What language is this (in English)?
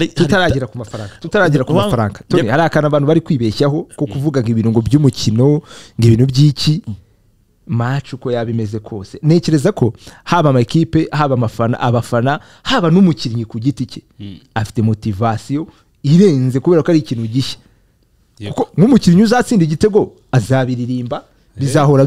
Kinyarwanda